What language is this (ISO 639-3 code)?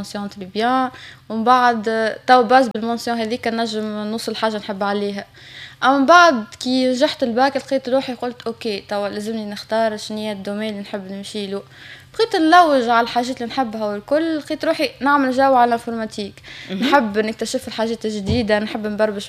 aeb